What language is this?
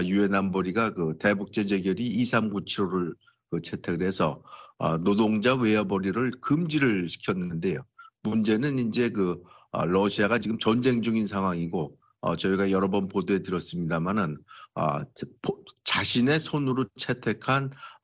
Korean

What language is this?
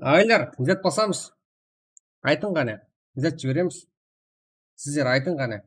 Kara-Kalpak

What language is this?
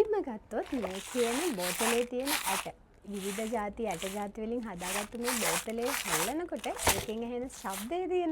Sinhala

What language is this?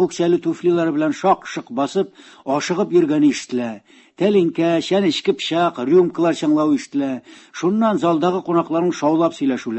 Tatar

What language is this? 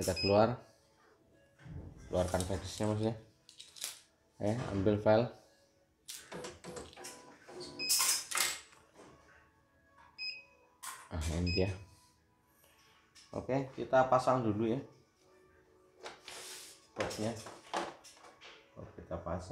Indonesian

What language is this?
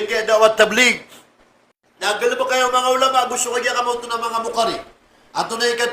Maranao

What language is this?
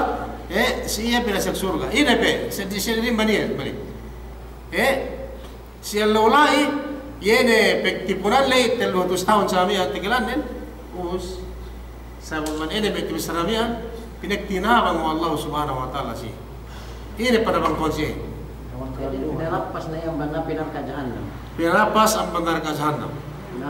Yakan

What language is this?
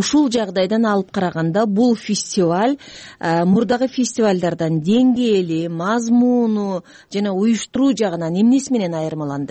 Kyrgyz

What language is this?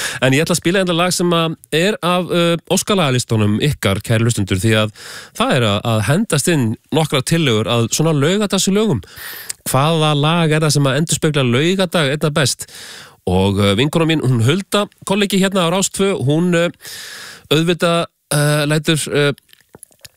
Icelandic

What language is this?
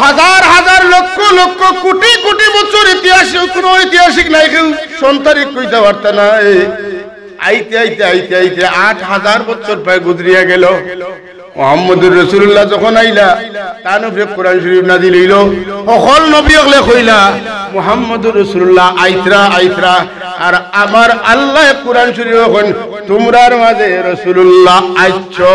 Sylheti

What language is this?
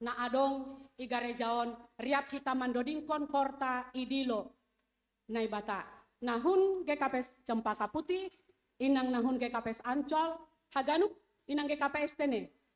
Batak Simalungun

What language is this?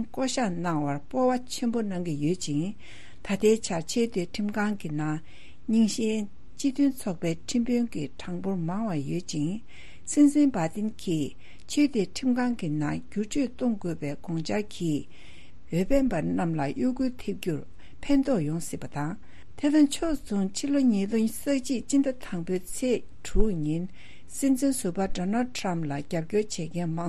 Tibetan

